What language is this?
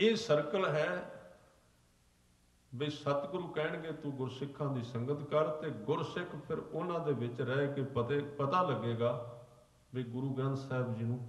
Punjabi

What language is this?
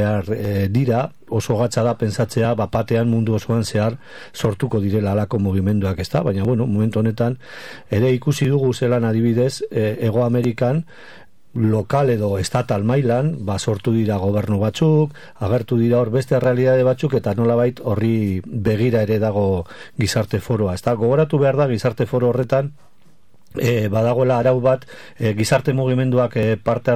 Basque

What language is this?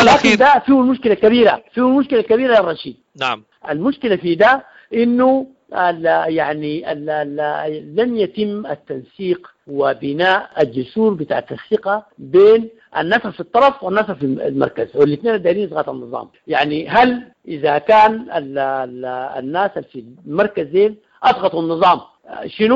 Sudanese Arabic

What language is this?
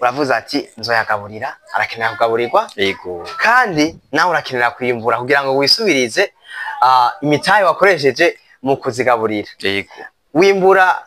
Rundi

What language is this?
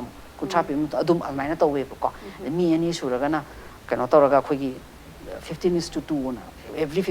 Manipuri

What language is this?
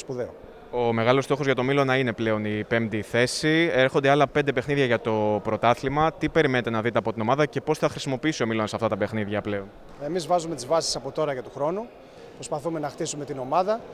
Greek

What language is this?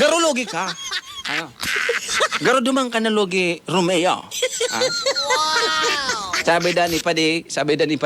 Bikol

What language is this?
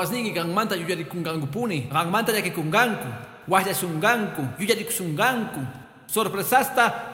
Quechua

